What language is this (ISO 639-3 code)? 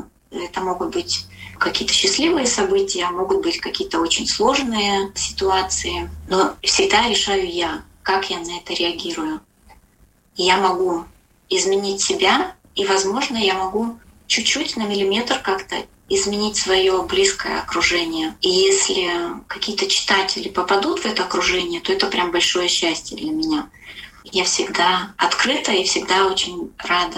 rus